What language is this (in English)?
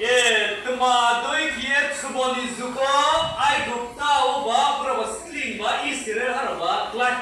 Riang (India)